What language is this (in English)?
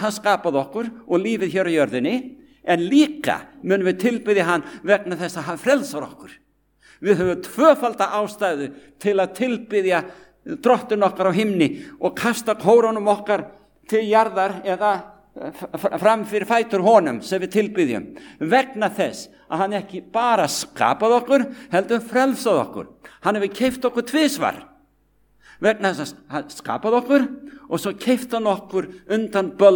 Icelandic